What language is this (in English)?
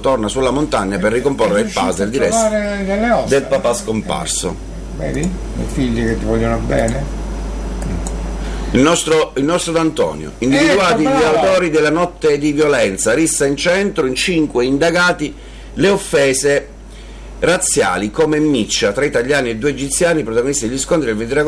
Italian